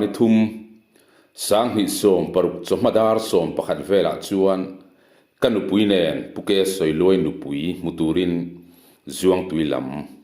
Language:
Mizo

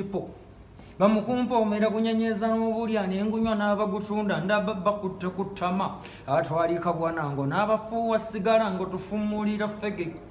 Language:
Ganda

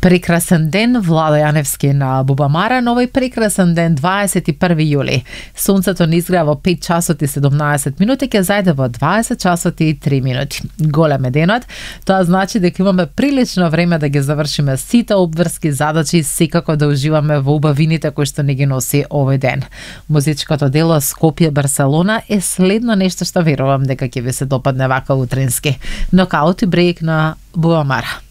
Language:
Macedonian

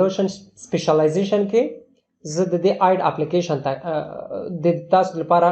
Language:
Pashto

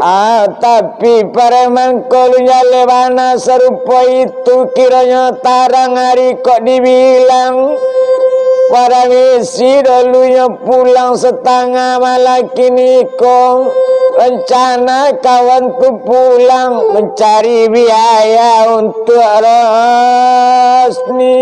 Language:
Minangkabau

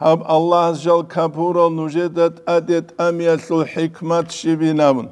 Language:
Avaric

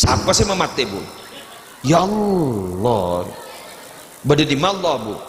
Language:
Madurese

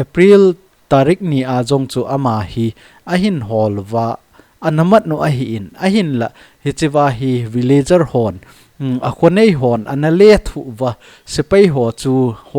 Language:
Thado Chin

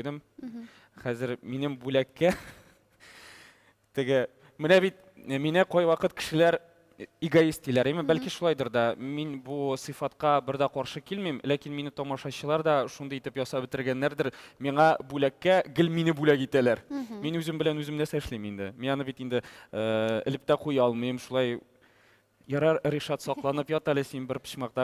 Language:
Tatar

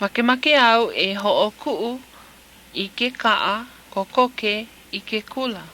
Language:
Hawaiian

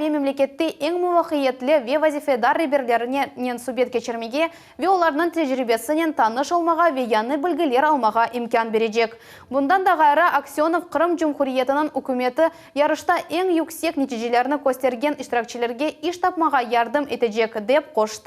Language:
Crimean Tatar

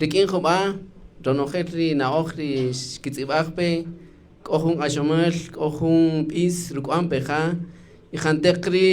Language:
Kaqchikel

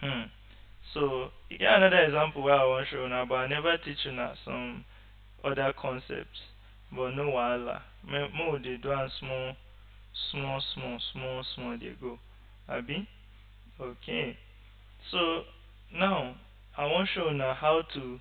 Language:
Nigerian Pidgin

